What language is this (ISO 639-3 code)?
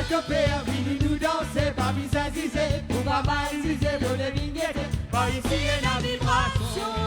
mfe